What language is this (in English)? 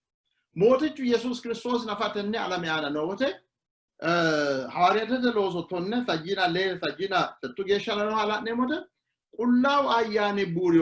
Sidamo